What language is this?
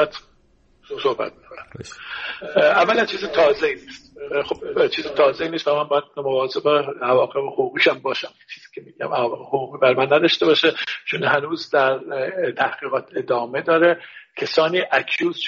Persian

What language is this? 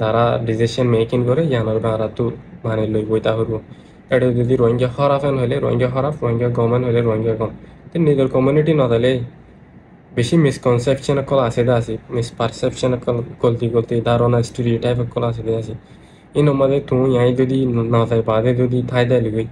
Rohingya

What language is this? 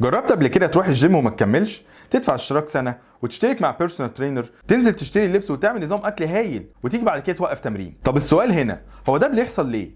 Egyptian Arabic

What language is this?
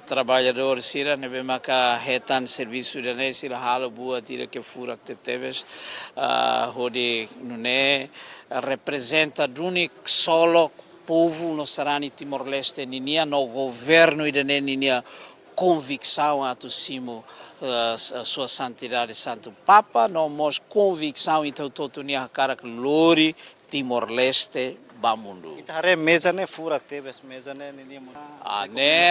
Tetum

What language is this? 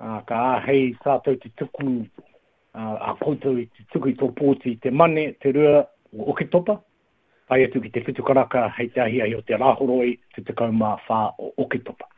Māori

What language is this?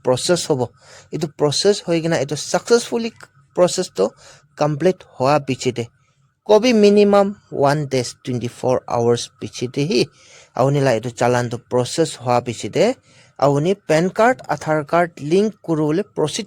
Naga Pidgin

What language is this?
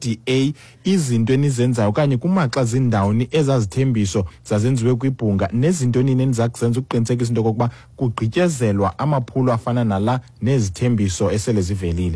Xhosa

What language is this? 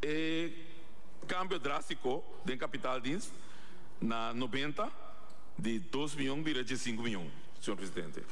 Papiamento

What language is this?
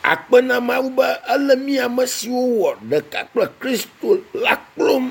Ewe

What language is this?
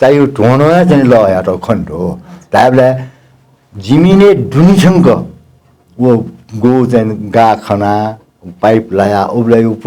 Newari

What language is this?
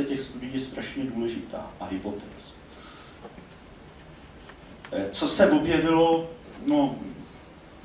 Czech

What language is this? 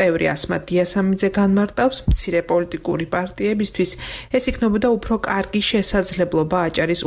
Georgian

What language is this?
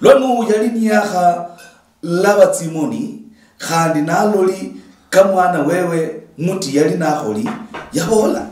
Luyia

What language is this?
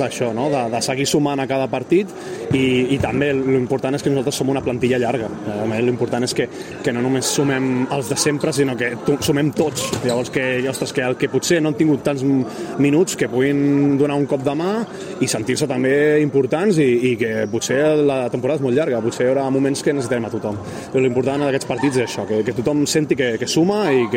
Catalan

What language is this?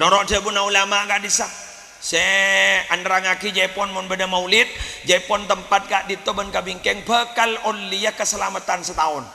Madurese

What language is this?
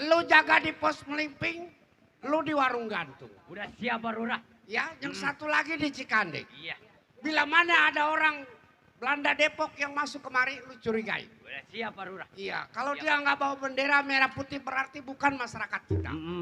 Betawi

